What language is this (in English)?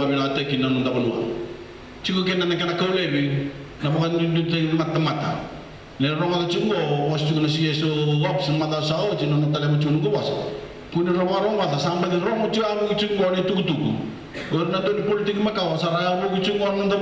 Fijian